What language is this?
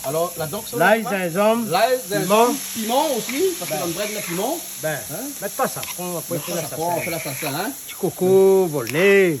Réunion Creole French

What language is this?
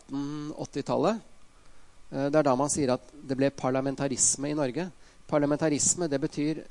Norwegian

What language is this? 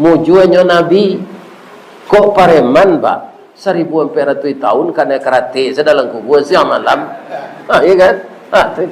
Minangkabau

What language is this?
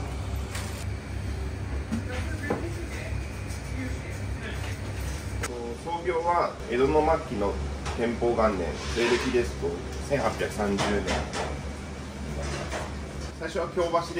Japanese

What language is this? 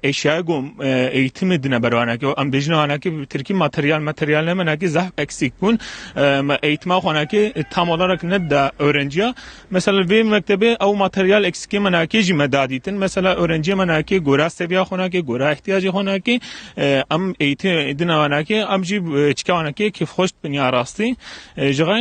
Kurdish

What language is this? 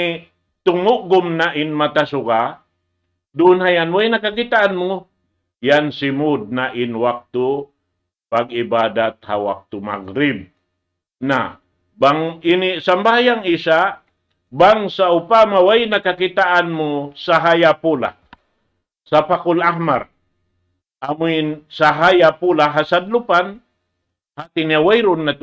Tausug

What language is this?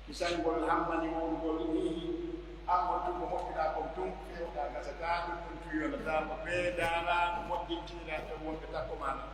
Pular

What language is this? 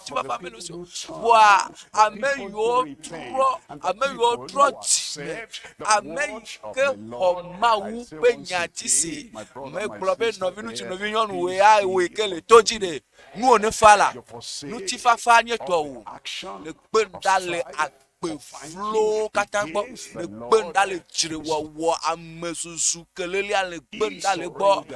Ewe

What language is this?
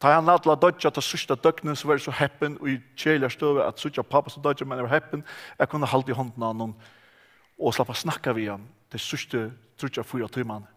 Faroese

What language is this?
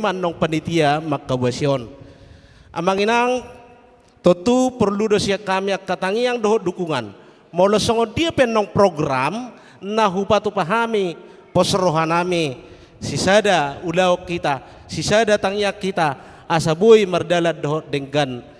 Batak Toba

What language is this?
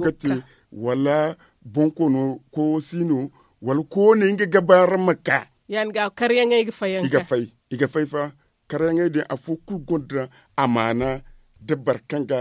Zarma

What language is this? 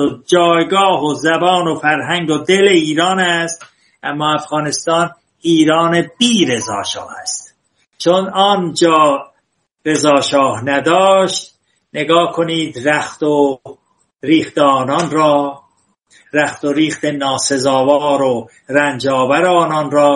Persian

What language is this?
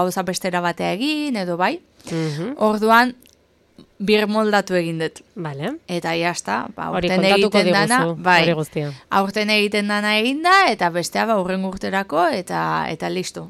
Basque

